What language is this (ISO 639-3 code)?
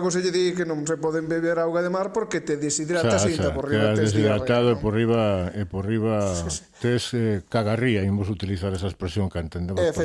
glg